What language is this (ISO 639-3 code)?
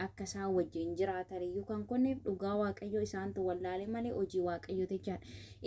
orm